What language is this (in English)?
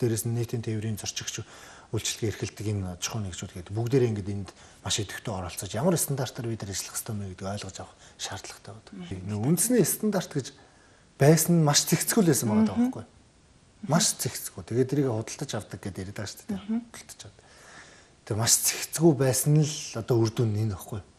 Mongolian